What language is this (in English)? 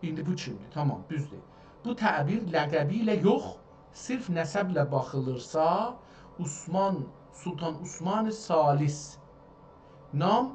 South Azerbaijani